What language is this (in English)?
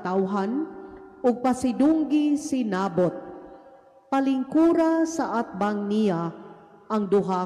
Cebuano